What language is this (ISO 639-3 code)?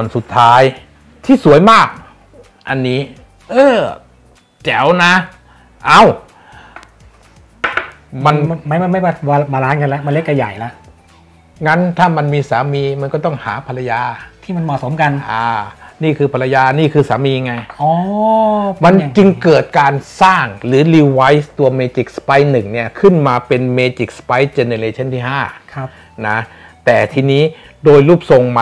tha